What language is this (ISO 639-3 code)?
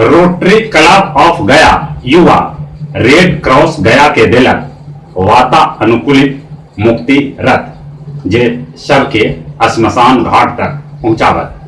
mag